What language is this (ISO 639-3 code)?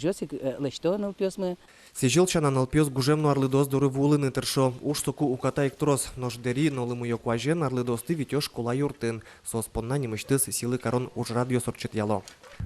udm